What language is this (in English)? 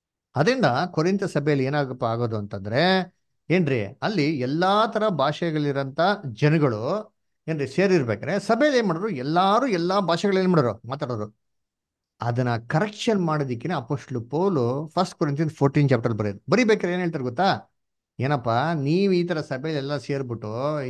Kannada